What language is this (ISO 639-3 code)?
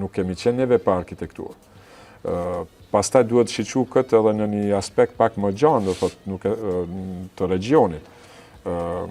sqi